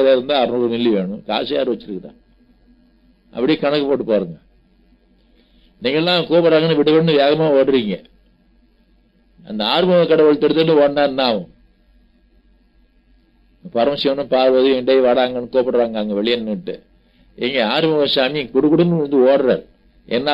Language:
Tamil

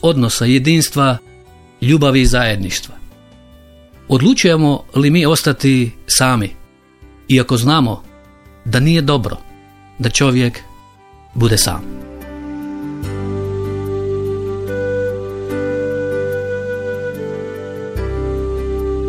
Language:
Croatian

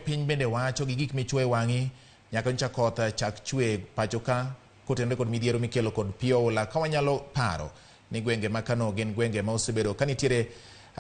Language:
Luo (Kenya and Tanzania)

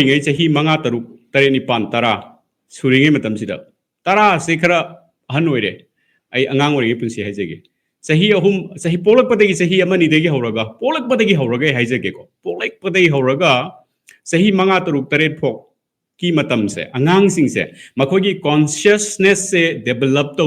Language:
Manipuri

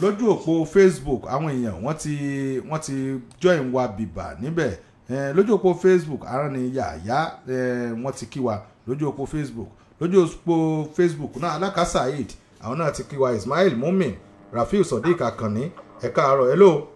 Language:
Yoruba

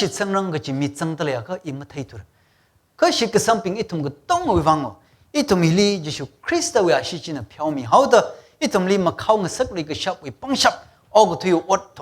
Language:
Tangkhul Naga (India)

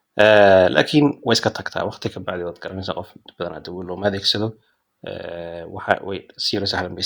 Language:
Somali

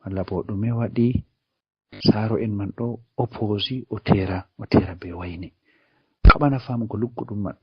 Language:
Fula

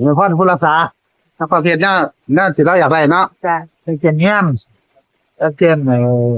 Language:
Northeastern Thai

